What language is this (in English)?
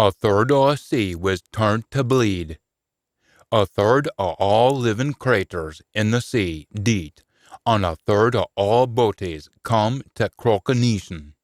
Scots